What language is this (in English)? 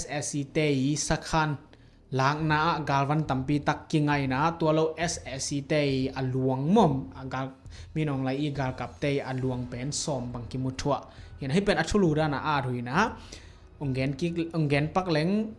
Tedim Chin